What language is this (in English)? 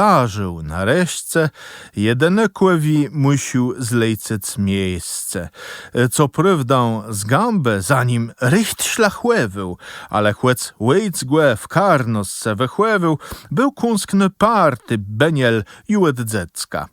Kashubian